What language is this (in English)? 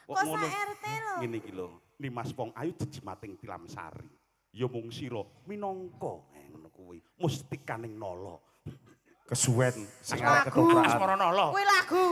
Javanese